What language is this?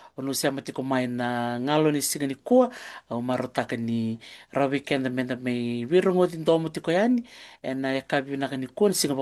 Fijian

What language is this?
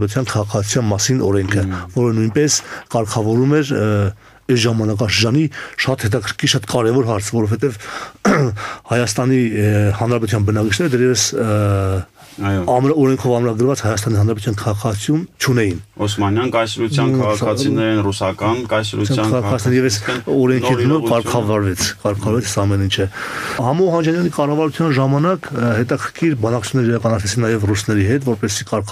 Armenian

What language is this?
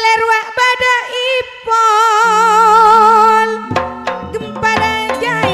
Madurese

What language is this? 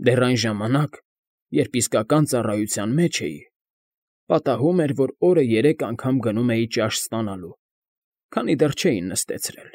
Armenian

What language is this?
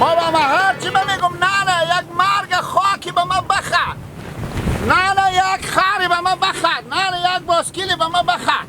Hazaragi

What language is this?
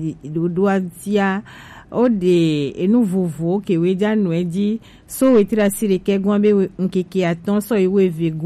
Gen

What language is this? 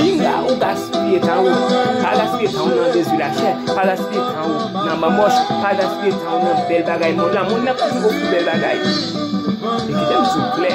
Haitian Creole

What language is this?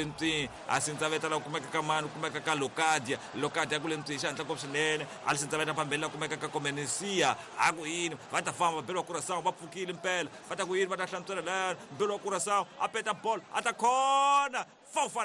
Tsonga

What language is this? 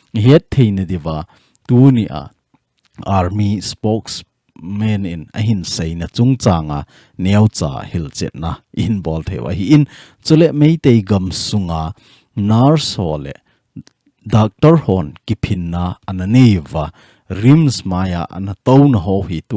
Thado Chin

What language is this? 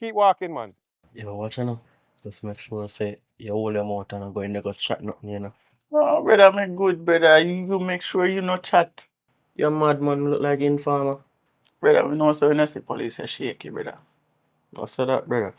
Jamaican Creole English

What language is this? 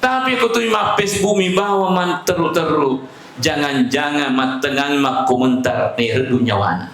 Buginese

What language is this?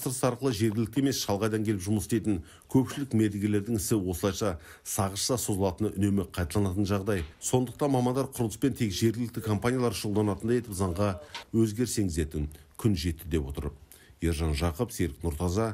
Kazakh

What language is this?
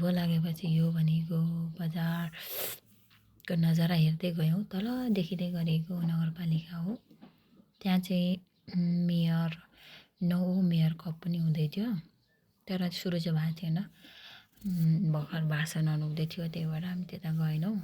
Nepali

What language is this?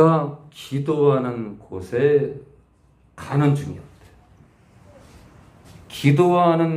Korean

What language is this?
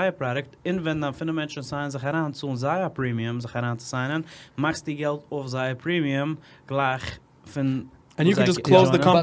Yiddish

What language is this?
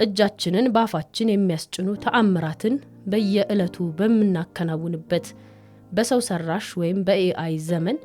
Amharic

